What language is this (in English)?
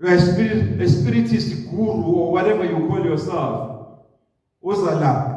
Zulu